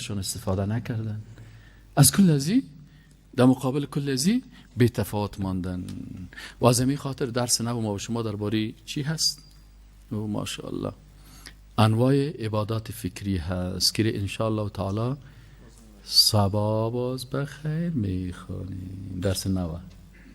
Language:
Persian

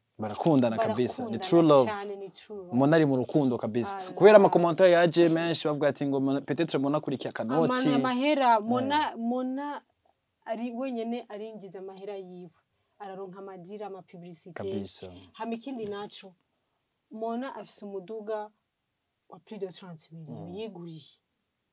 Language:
Rundi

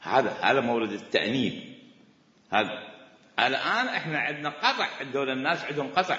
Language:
Mesopotamian Arabic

